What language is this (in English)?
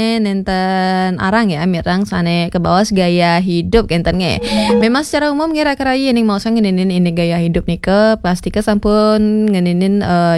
Balinese